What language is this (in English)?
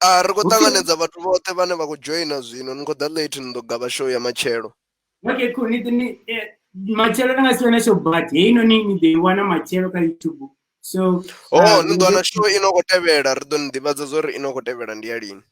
Venda